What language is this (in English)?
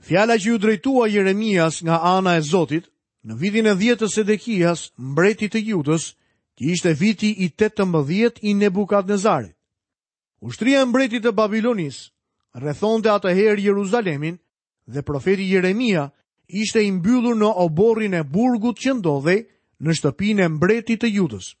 Albanian